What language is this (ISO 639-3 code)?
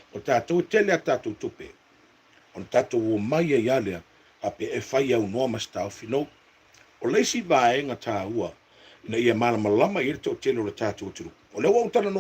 smo